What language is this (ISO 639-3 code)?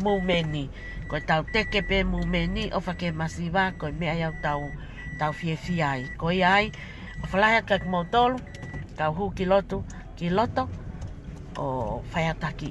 ton